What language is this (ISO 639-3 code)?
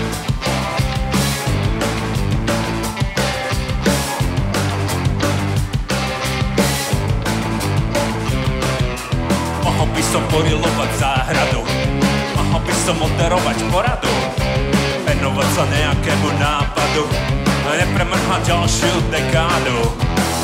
slk